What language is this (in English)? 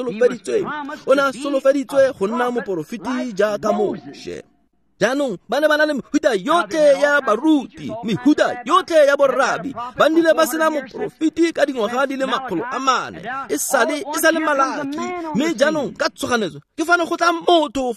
Tswana